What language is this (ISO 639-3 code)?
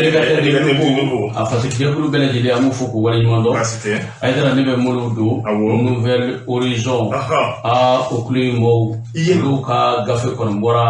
bam